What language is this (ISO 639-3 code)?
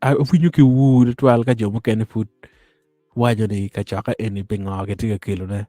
ach